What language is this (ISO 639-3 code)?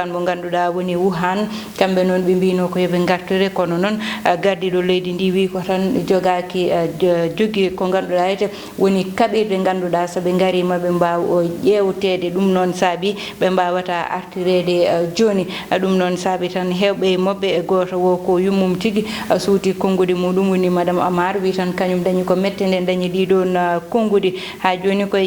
ful